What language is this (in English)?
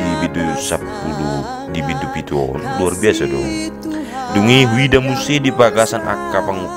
Batak Toba